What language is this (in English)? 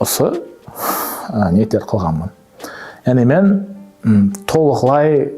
Kara-Kalpak